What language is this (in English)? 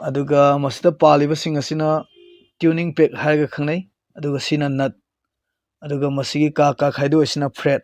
Manipuri